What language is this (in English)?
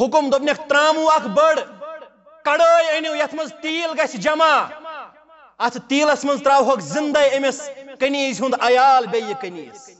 Kashmiri